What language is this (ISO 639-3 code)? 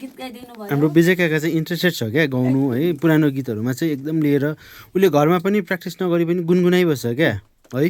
nep